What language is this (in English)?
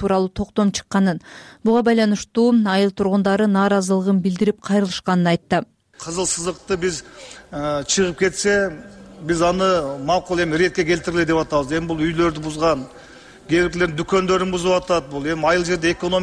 Kyrgyz